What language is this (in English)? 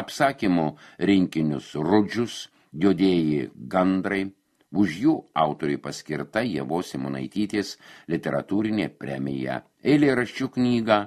Lithuanian